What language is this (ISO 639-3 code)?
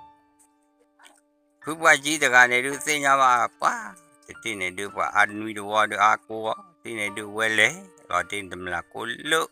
ksw